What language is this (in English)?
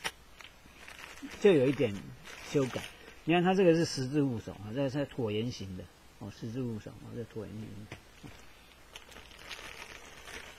Chinese